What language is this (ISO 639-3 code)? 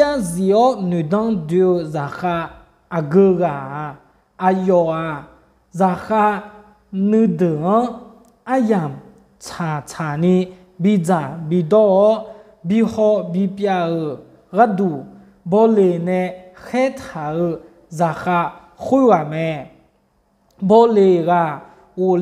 ahk